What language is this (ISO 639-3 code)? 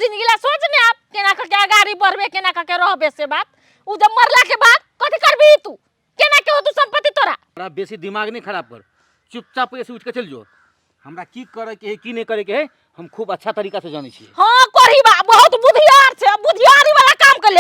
mai